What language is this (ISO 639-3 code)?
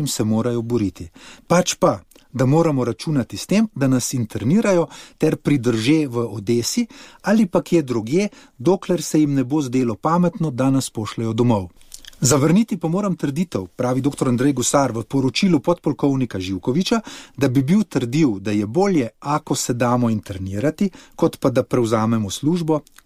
slv